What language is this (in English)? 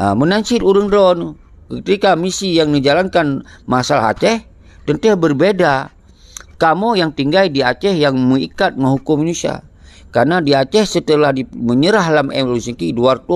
Achinese